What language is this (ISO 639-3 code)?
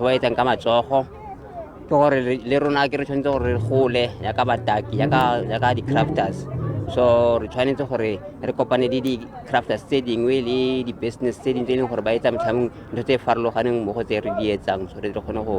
tsn